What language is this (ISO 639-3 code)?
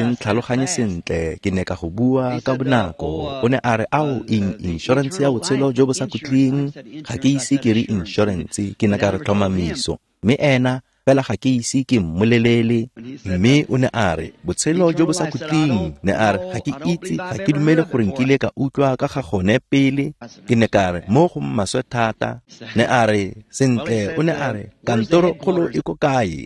tsn